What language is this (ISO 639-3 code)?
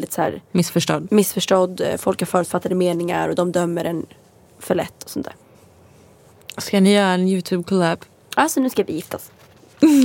swe